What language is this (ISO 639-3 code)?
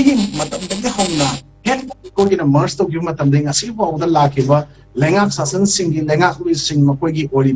mni